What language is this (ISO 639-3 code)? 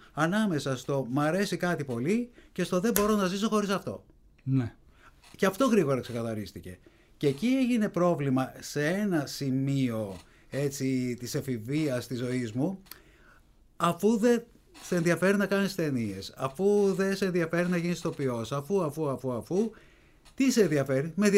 ell